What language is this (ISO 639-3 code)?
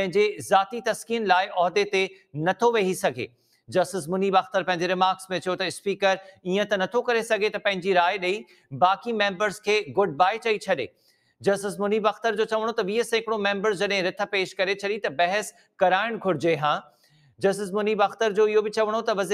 snd